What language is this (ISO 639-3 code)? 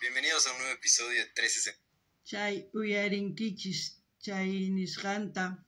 quh